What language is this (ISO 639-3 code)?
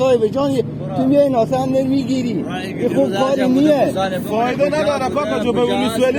fas